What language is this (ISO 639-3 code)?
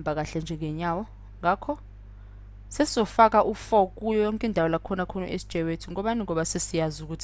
zul